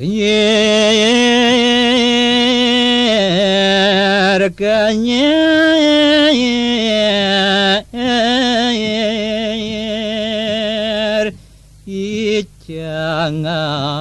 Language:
Balinese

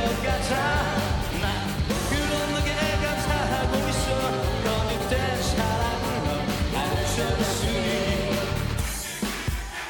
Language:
Korean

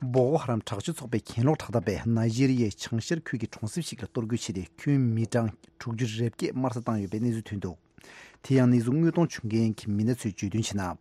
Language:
Tibetan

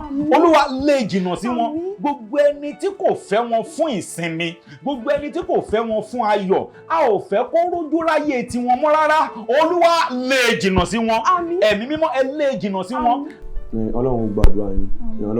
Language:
Yoruba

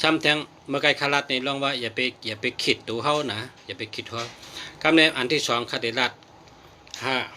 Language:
Shan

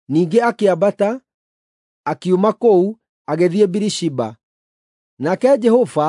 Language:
Kikuyu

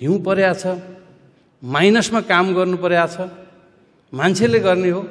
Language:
Nepali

